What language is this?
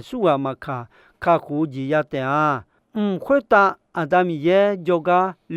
Akha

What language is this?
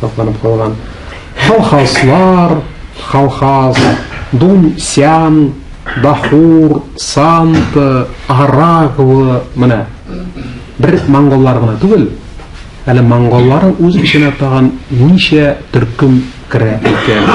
Tatar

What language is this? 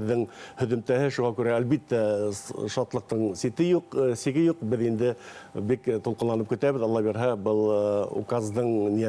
Bashkir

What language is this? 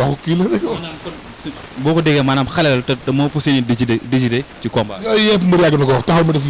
Wolof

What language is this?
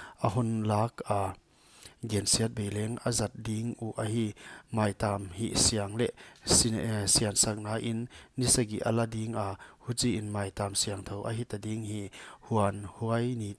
Paite Chin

